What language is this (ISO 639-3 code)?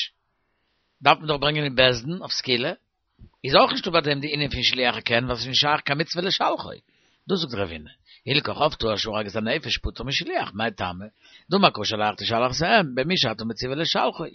yid